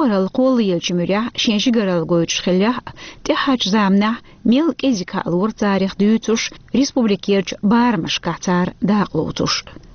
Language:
Chechen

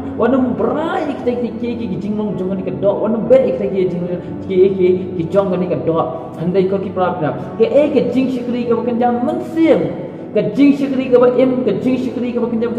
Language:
Khasi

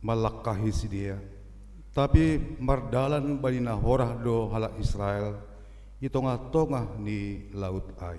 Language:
Batak Simalungun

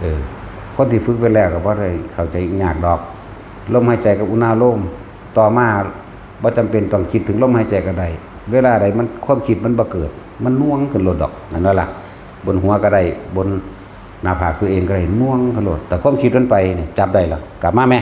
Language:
Northeastern Thai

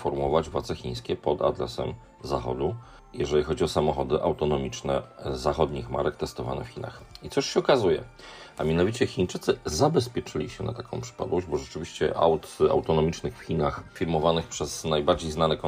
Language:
Polish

